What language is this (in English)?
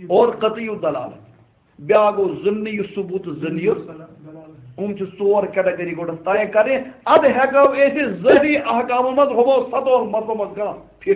Kashmiri